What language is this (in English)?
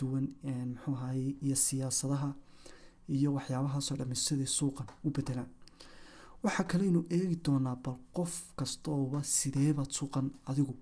Somali